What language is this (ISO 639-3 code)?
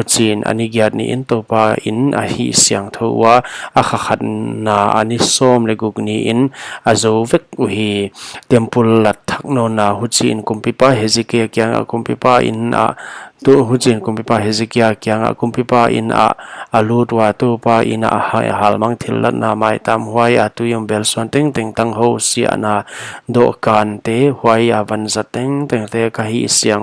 pck